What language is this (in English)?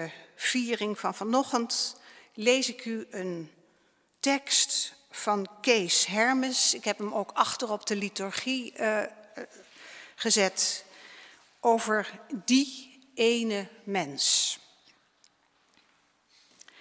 Dutch